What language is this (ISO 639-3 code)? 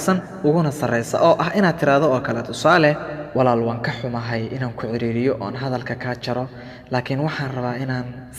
som